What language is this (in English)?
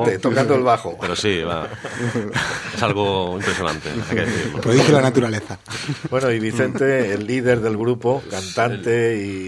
Spanish